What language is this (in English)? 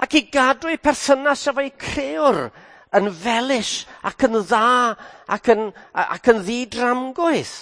Welsh